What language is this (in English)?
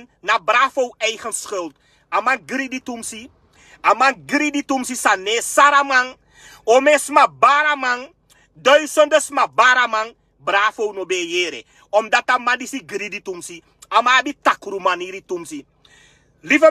Sranan Tongo